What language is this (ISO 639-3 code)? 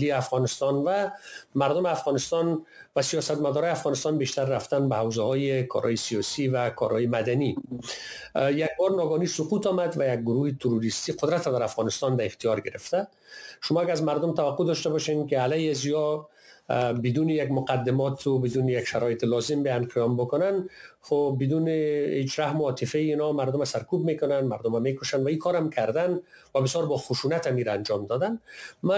fas